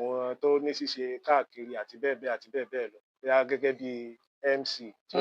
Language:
Yoruba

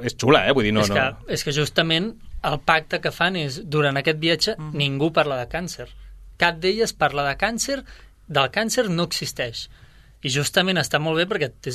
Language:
Catalan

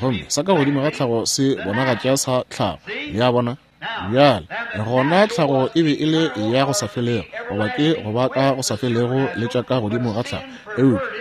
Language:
Northern Sotho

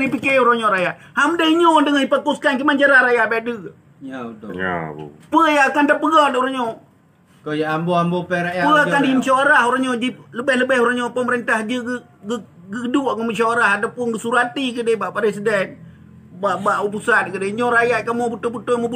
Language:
Achinese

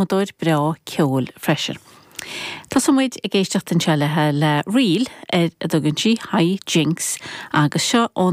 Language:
Irish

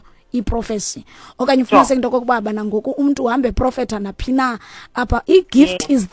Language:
Xhosa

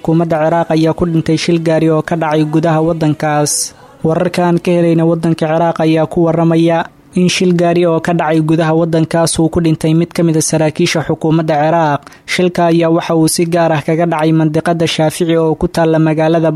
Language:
Somali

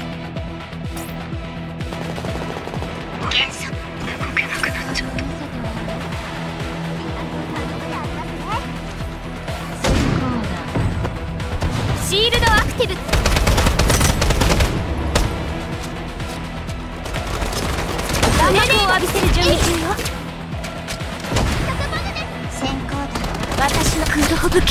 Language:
Japanese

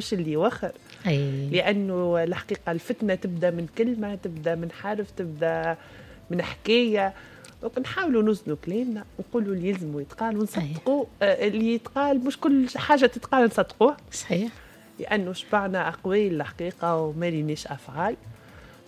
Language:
Tunisian Arabic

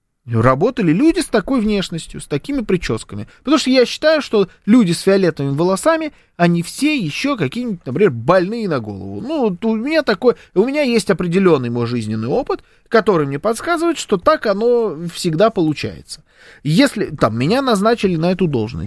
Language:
Russian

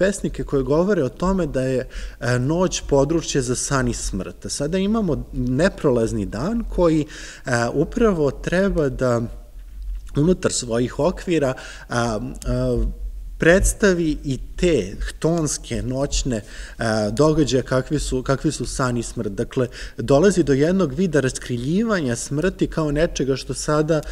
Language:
Serbian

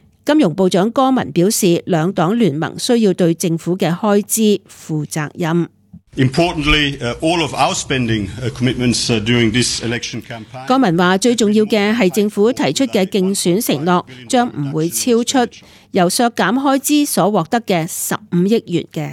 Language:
Cantonese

